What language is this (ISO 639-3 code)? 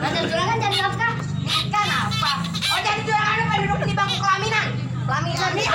bew